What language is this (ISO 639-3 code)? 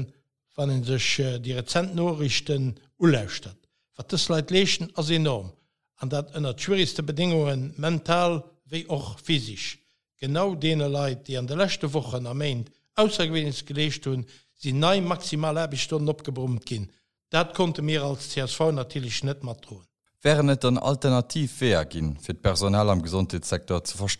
ltz